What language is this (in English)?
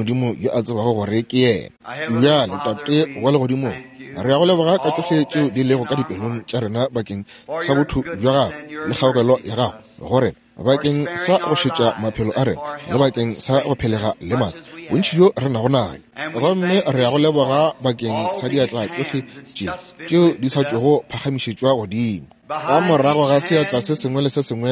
Northern Sotho